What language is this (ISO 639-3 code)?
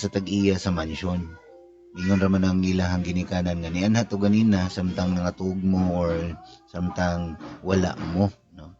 ceb